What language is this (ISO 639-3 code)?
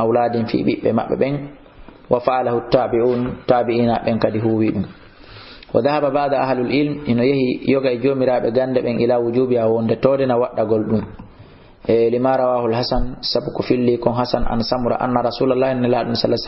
ful